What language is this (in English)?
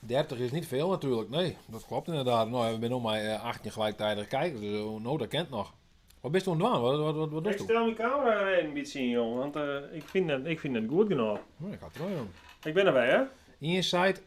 Western Frisian